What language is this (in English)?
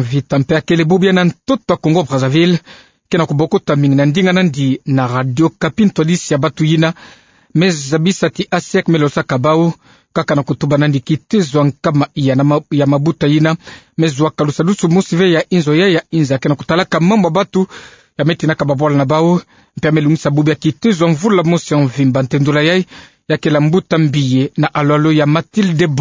Kituba (Democratic Republic of Congo)